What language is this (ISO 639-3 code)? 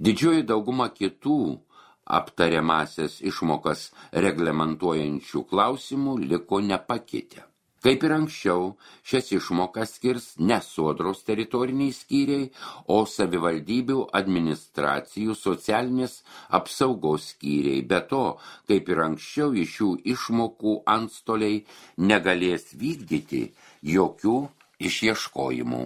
lit